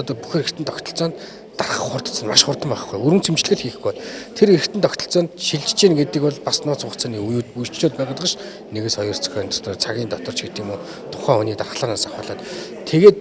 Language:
Mongolian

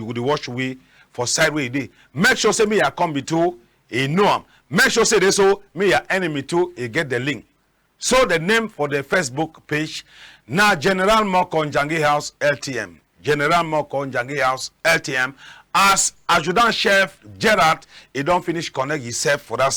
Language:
Cameroon Pidgin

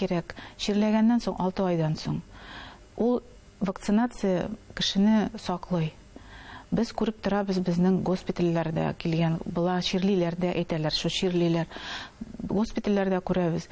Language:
Bashkir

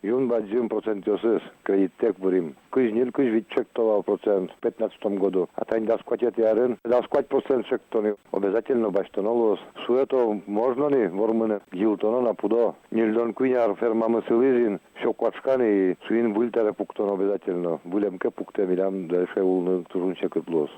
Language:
Udmurt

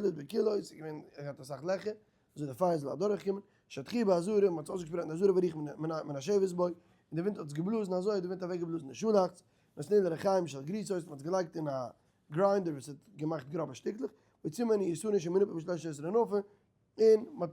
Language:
Yiddish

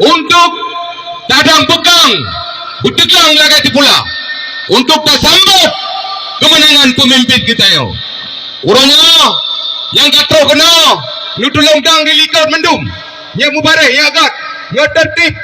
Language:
Achinese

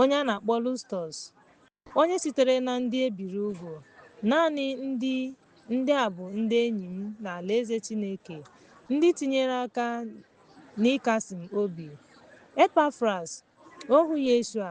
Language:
Igbo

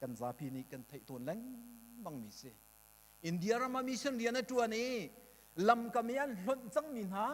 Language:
Hakha Chin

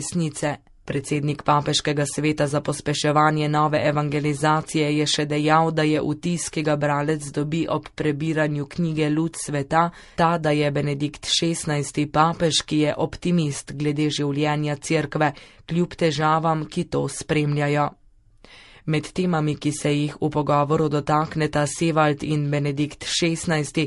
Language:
Slovenian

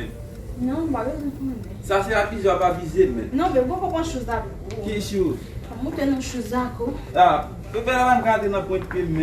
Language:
Haitian Creole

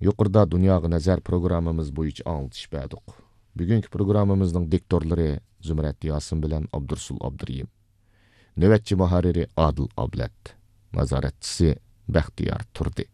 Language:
Uyghur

